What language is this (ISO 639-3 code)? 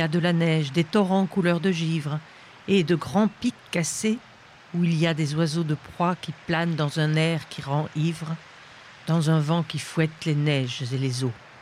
fra